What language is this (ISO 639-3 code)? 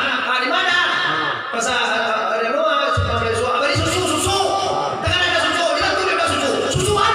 min